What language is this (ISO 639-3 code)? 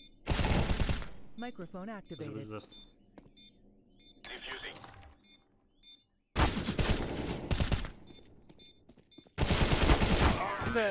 hrv